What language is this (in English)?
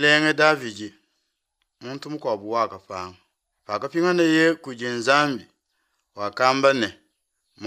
Luba-Lulua